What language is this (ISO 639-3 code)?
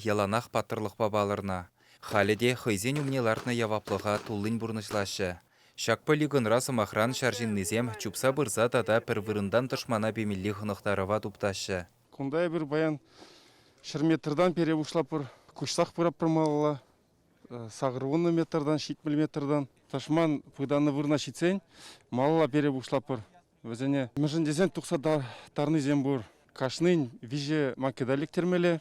chv